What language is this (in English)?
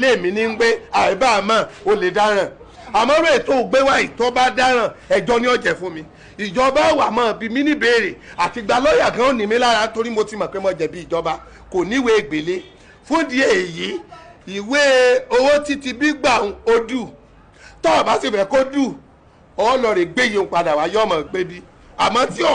Yoruba